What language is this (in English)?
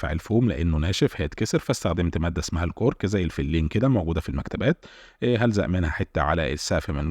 Egyptian Arabic